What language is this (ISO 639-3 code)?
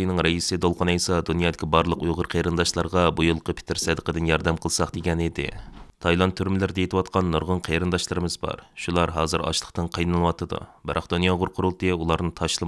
uig